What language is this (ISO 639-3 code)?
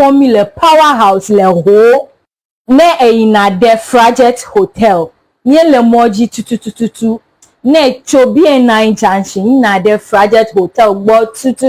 ewe